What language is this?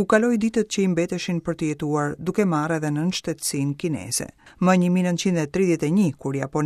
Albanian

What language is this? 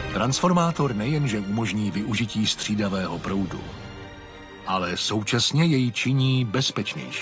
Czech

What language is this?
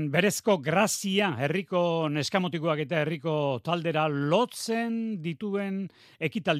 Basque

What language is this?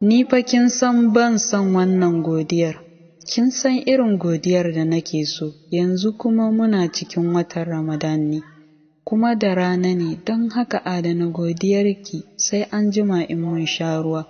Hausa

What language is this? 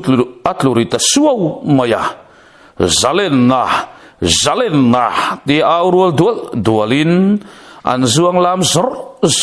Mizo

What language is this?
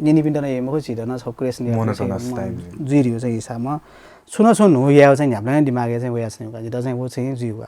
Newari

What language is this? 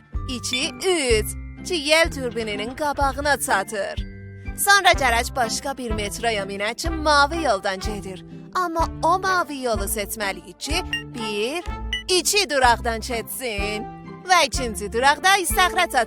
South Azerbaijani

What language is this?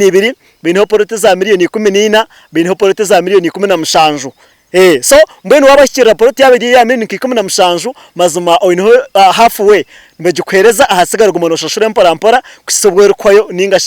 Nyankole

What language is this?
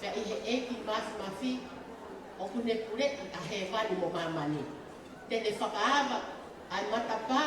Tongan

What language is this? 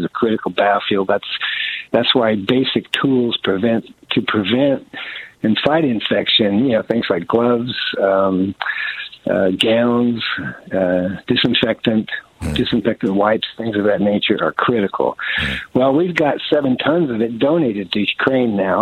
English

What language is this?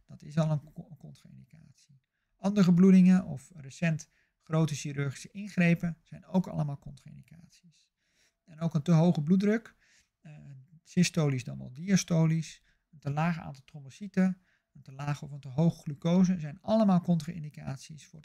Dutch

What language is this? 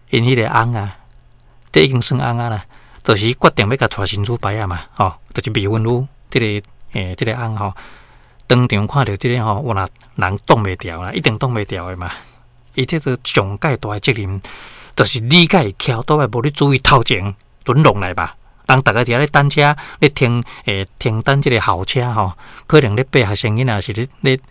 Min Nan Chinese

